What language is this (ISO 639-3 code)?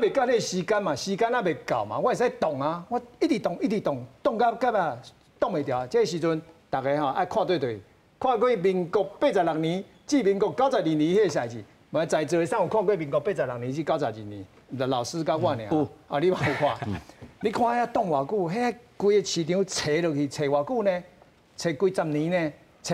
nan